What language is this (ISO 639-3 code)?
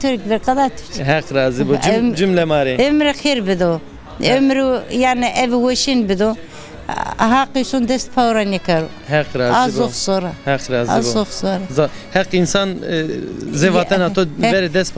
zza